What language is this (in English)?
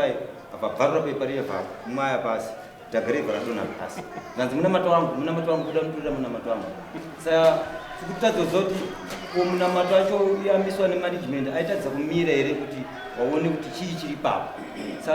Shona